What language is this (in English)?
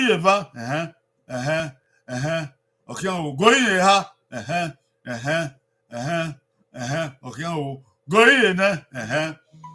Bini